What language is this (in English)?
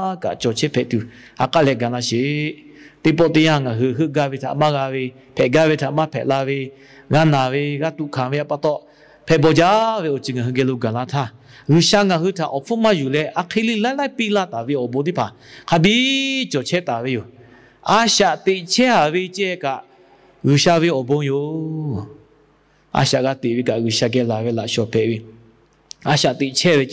Lahu